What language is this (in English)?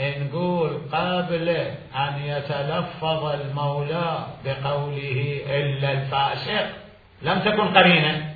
Mesopotamian Arabic